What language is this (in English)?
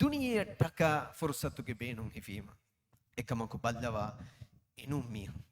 Divehi